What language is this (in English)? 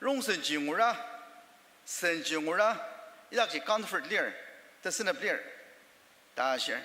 Ao Naga